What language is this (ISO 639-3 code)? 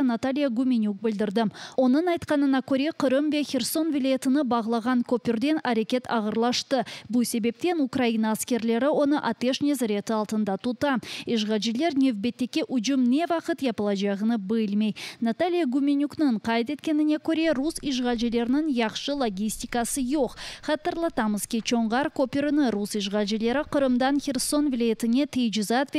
crh